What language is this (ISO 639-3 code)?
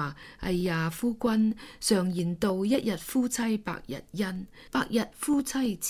yue